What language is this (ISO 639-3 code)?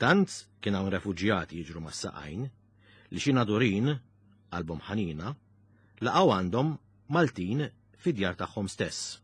mlt